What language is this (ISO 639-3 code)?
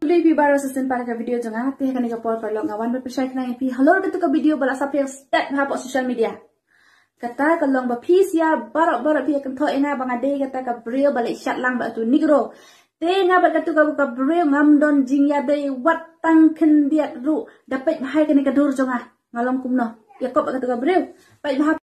kha